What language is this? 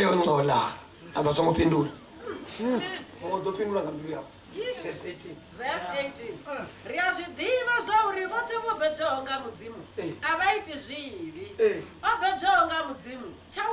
Venda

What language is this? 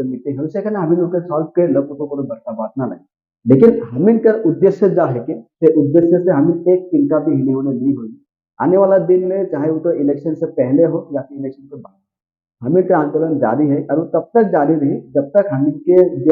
Sadri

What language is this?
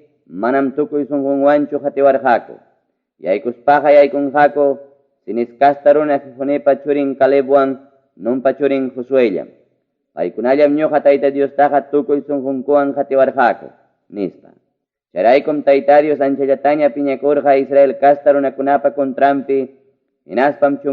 Ayacucho Quechua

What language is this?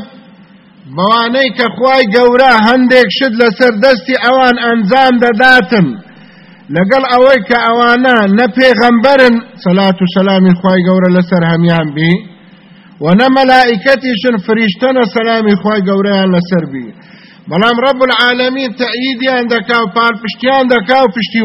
Central Kurdish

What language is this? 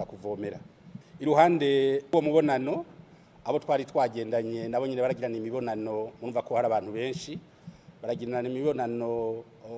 Rundi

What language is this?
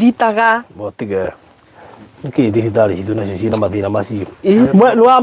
Kikuyu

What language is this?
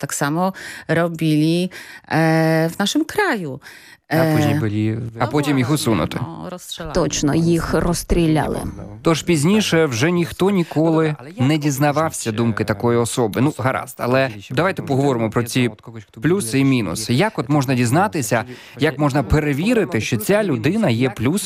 Ukrainian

